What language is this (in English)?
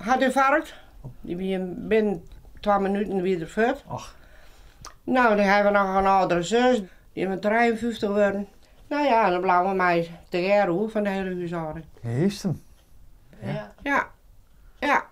Western Frisian